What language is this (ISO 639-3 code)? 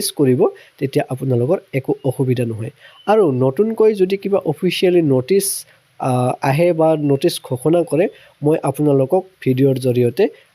asm